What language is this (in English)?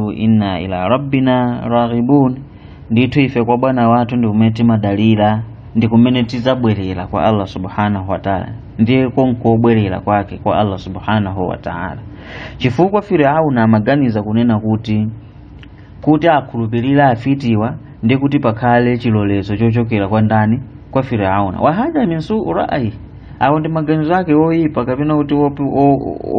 Nyanja